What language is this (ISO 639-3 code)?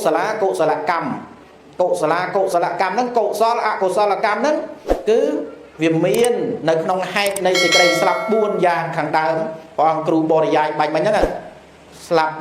khm